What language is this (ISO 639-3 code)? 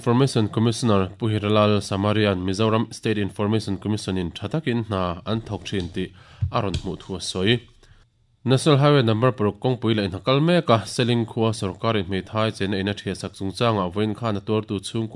lus